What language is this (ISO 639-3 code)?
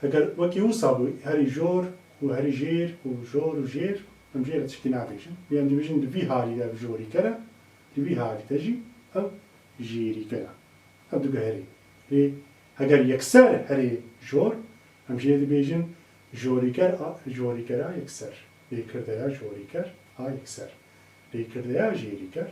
kur